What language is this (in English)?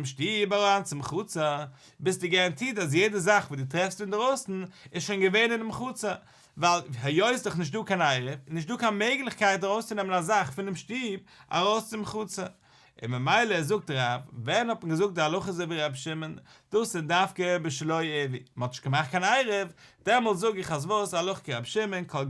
Yiddish